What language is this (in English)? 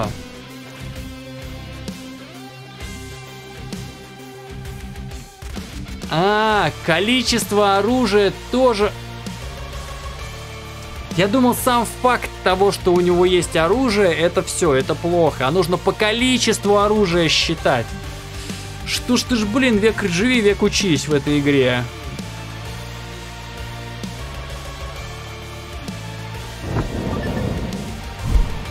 Russian